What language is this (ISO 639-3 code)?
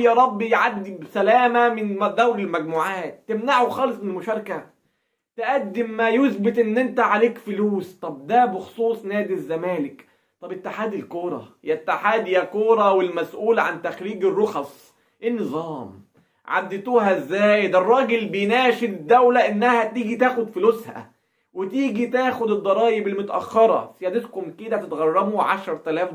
arz